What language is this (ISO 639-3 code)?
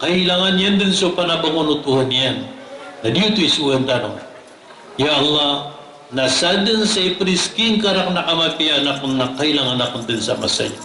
mrw